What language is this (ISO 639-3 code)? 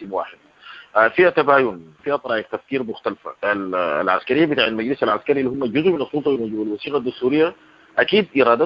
apd